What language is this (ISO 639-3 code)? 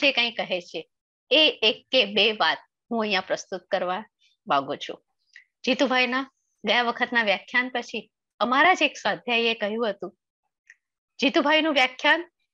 guj